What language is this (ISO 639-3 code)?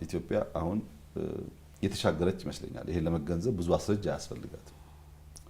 amh